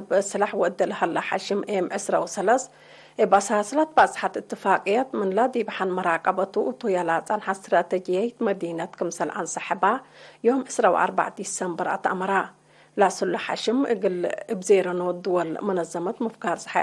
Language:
Tigre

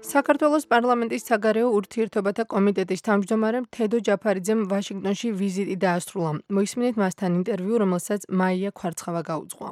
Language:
Georgian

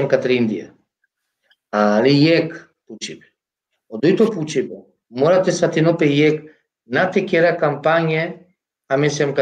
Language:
Balkan Romani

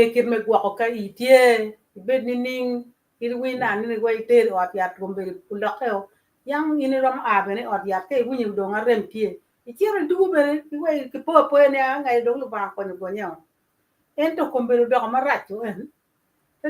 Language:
Acoli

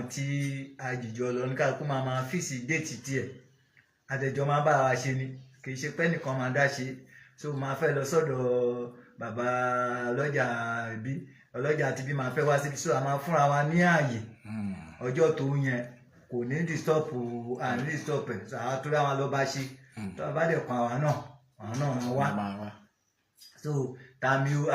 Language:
Yoruba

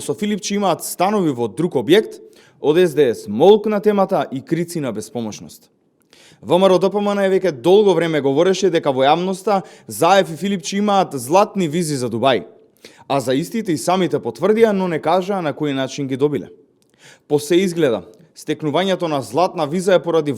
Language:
Macedonian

